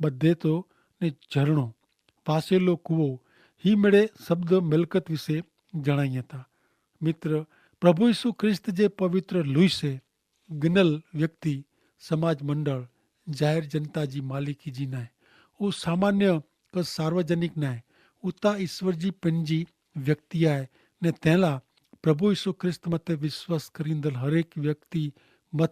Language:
Kachhi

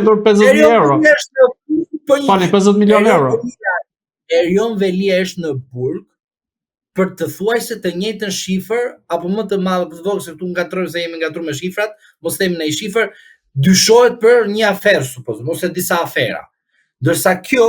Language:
Albanian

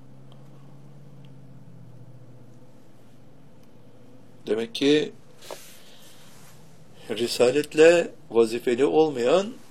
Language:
Turkish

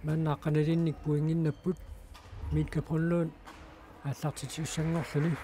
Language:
Kalaallisut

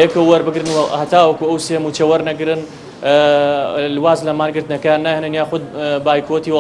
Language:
Central Kurdish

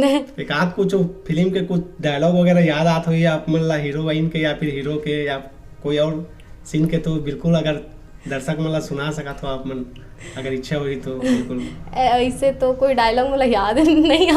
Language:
Chhattisgarhi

